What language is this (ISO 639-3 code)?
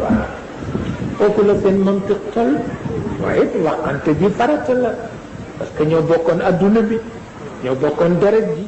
wol